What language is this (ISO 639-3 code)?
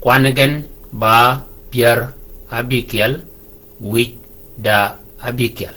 shk